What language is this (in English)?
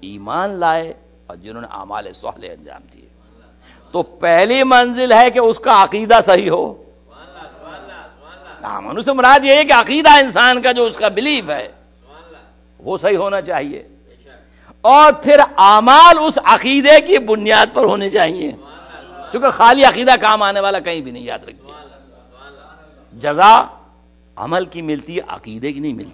Urdu